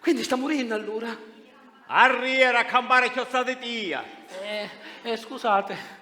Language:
Sicilian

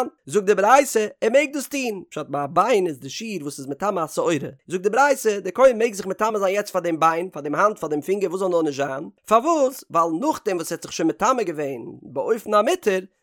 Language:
Yiddish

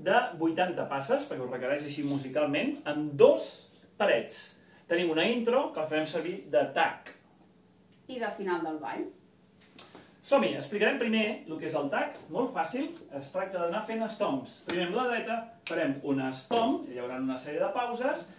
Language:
Catalan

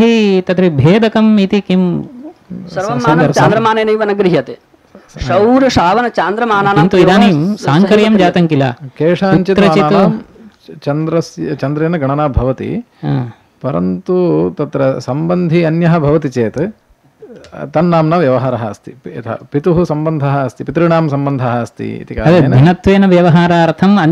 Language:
Sanskrit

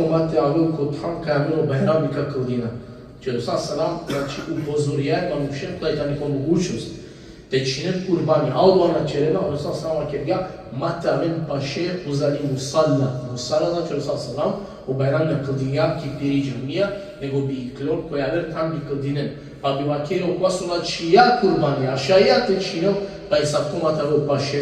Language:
Balkan Romani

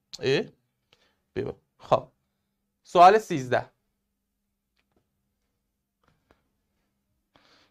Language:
Persian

